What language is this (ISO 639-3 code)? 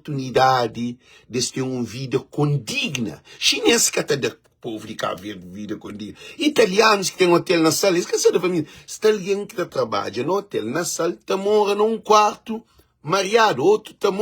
kea